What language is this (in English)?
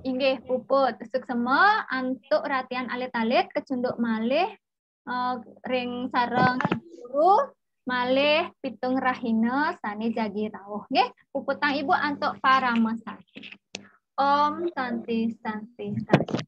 Balinese